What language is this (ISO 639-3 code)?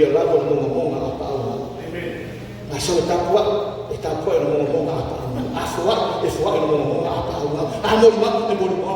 smo